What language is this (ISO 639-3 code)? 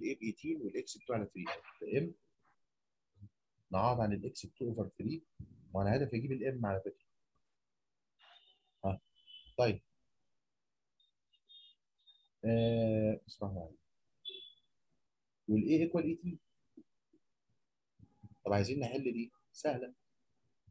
arz